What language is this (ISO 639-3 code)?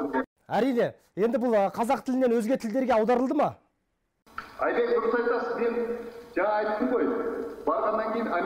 kaz